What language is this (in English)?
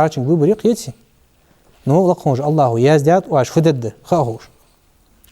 Ingush